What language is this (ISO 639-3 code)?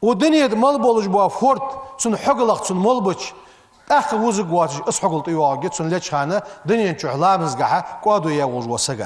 inh